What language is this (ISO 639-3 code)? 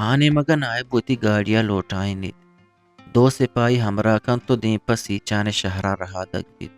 bgp